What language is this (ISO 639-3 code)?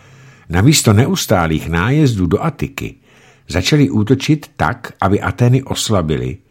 ces